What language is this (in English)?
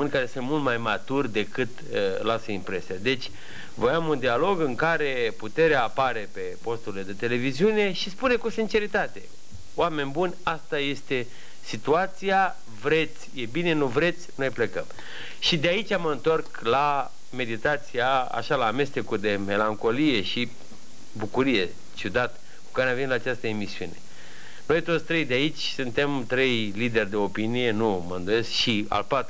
Romanian